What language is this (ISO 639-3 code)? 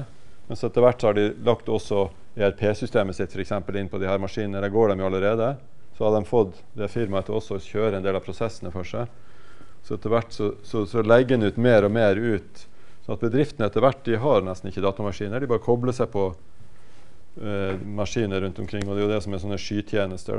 nor